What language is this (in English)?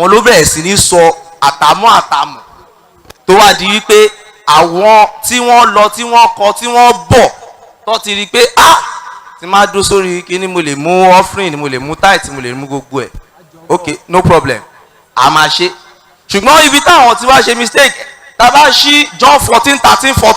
Yoruba